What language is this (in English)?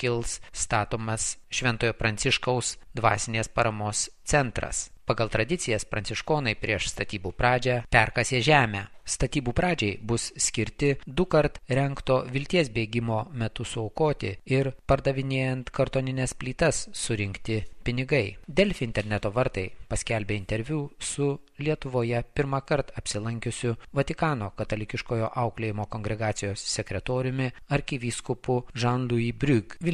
Lithuanian